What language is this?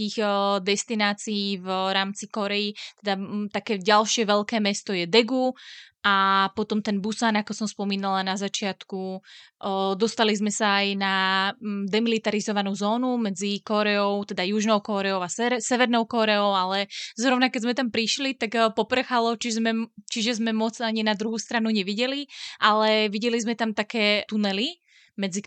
Slovak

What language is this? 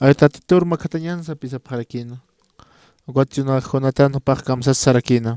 Aymara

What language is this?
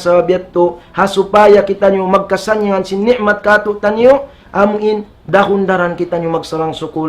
Tausug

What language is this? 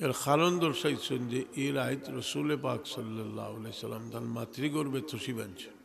Sylheti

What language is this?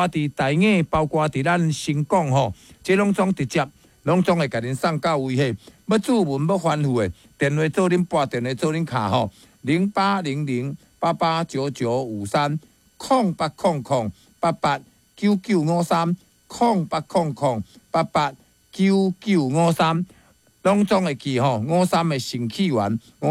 Min Nan Chinese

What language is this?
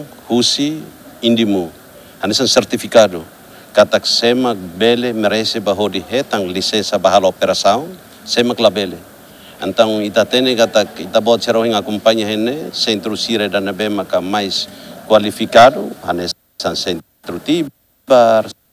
Tetum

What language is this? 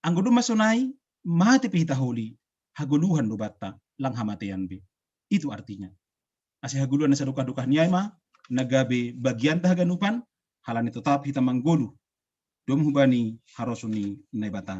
Batak Simalungun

